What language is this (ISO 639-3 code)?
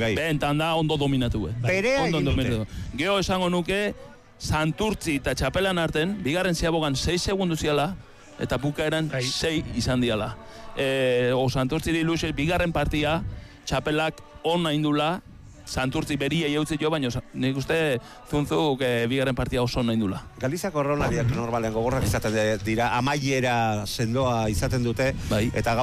eus